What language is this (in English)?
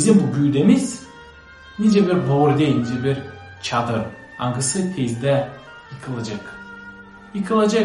Gagauz